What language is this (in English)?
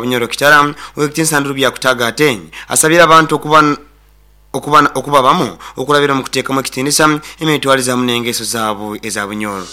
Nyoro